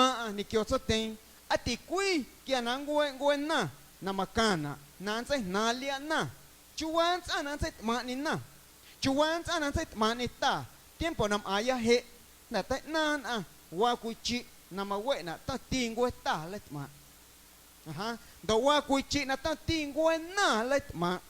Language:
Guerrero Amuzgo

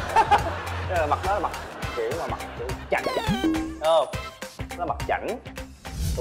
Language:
Vietnamese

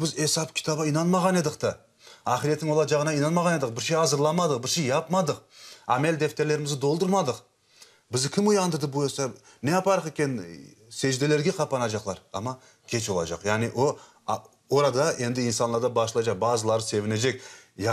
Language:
Crimean Tatar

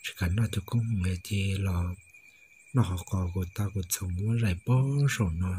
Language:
Hmong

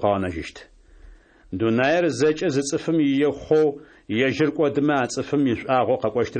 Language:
Kabardian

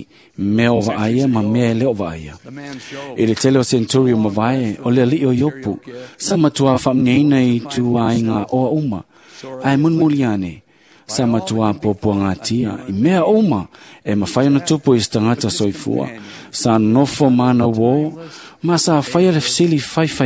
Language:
Samoan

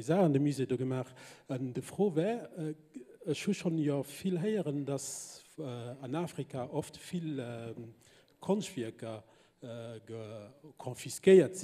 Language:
Luxembourgish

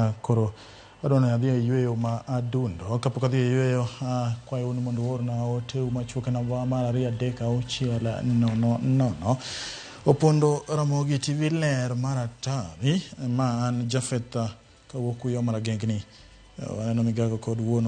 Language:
Luo (Kenya and Tanzania)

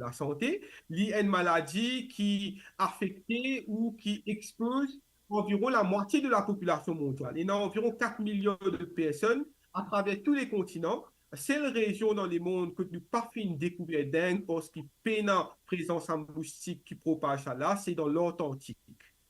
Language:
Morisyen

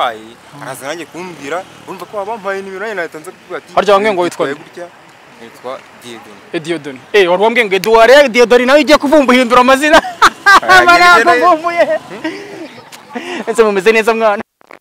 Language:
Kinyarwanda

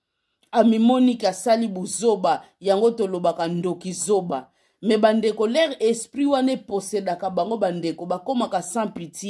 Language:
Lingala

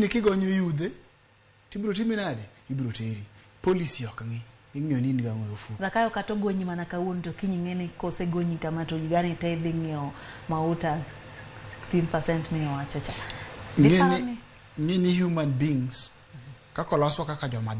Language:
Luo (Kenya and Tanzania)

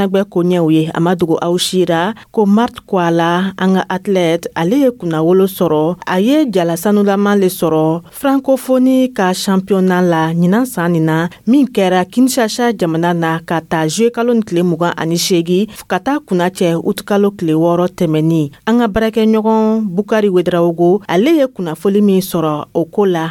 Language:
Dyula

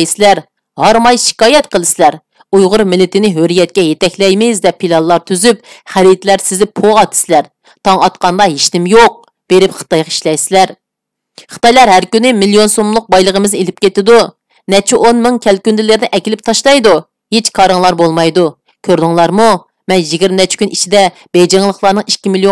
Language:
Uyghur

